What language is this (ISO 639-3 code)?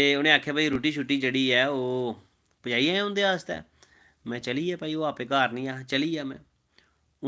doi